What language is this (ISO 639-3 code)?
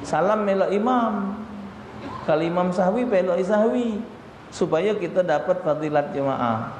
mui